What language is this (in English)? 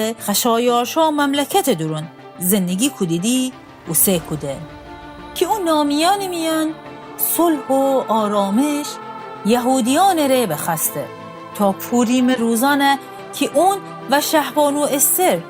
Gilaki